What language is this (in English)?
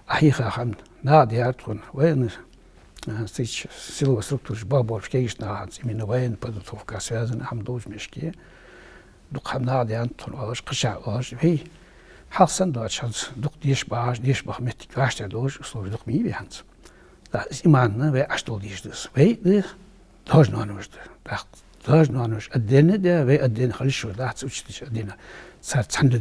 Ingush